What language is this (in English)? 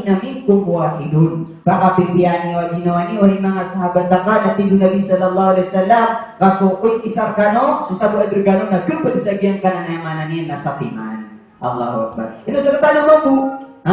Maranao